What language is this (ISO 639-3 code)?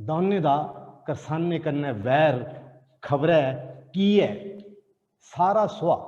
doi